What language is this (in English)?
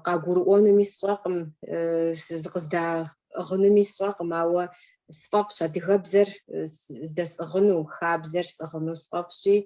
Kabardian